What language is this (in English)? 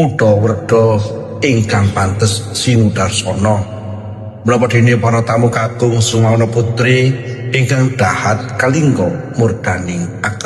Javanese